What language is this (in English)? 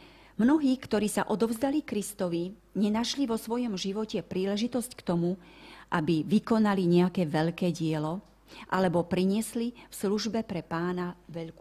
Slovak